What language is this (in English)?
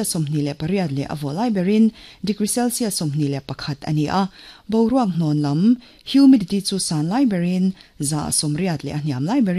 Mizo